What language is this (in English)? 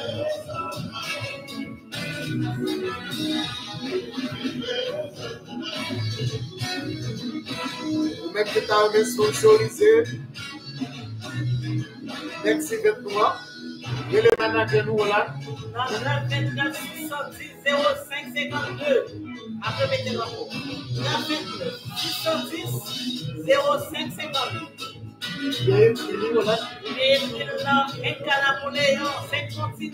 French